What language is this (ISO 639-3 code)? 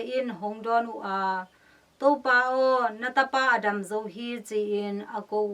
ctd